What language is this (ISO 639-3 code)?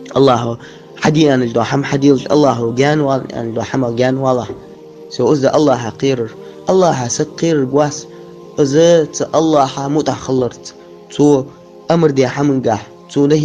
inh